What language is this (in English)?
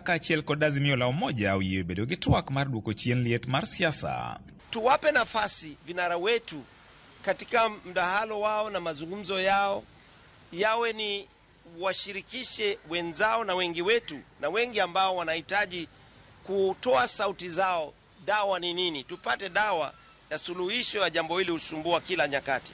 Luo (Kenya and Tanzania)